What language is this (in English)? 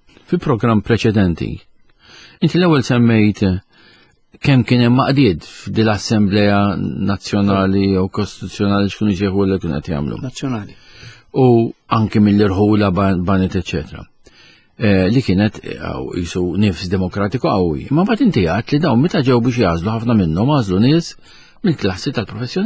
Maltese